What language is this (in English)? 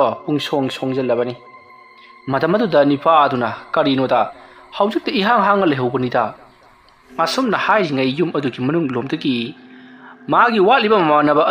Manipuri